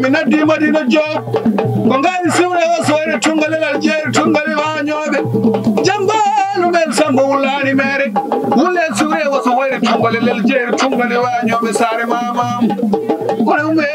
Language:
Fula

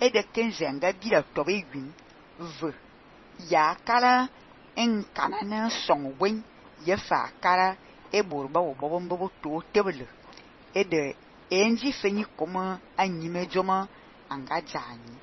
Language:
Fang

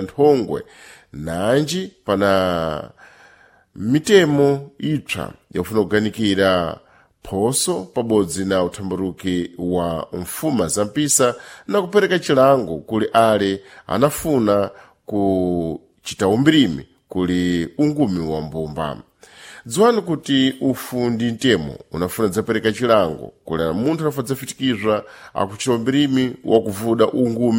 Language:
Sena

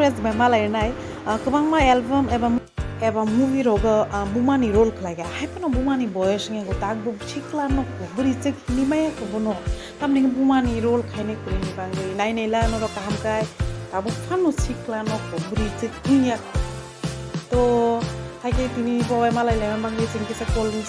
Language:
Kok Borok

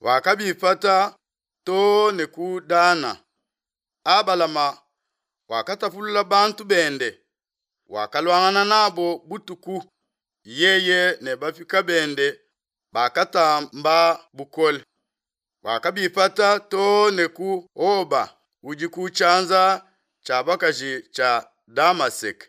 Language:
Luba-Lulua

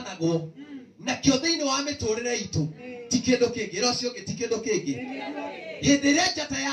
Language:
Kikuyu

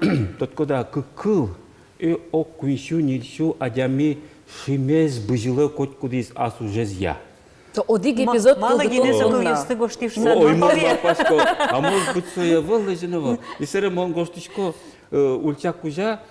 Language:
Udmurt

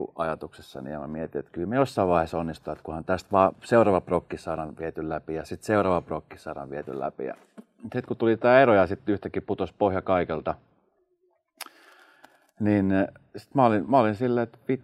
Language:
Finnish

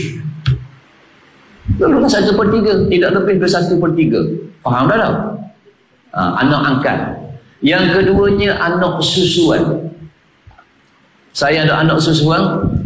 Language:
Malay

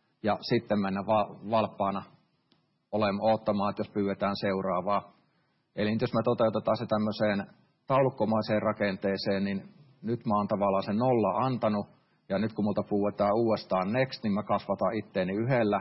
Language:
Finnish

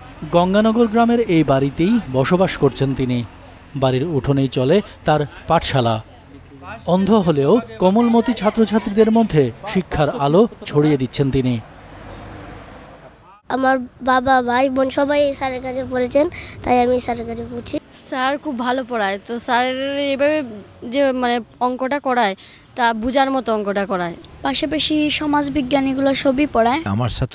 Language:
Bangla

